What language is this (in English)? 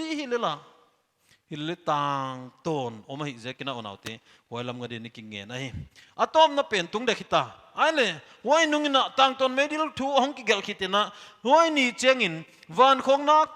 Paite Chin